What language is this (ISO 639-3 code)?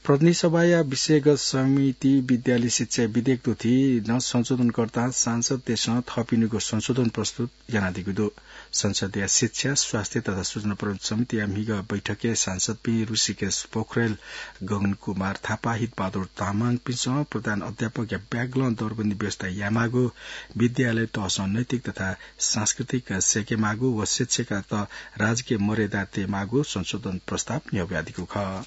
new